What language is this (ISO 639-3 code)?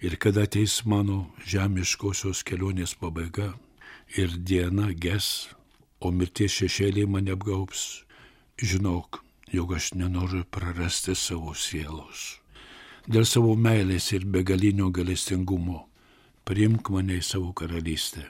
lit